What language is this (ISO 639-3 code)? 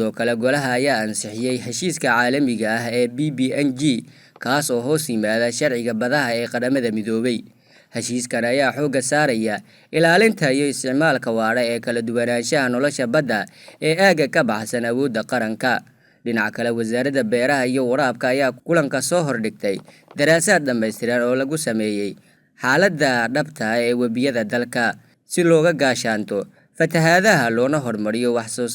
som